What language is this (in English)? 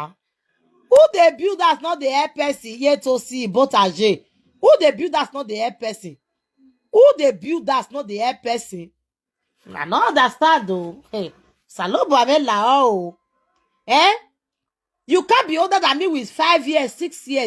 Nigerian Pidgin